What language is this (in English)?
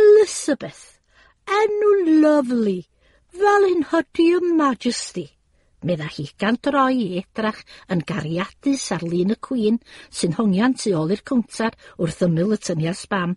Welsh